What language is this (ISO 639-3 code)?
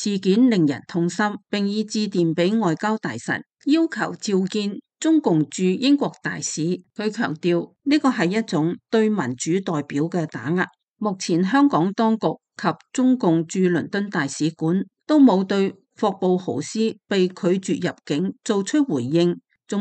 yue